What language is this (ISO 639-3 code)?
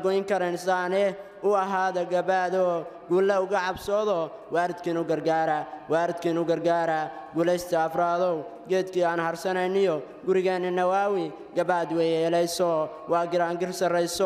som